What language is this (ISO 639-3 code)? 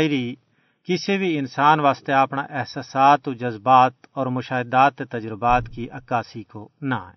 gju